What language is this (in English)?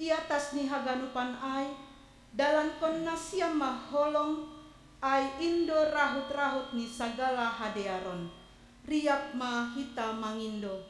Batak Simalungun